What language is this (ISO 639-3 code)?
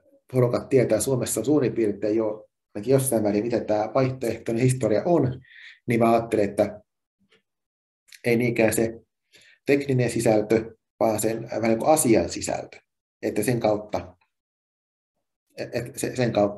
fin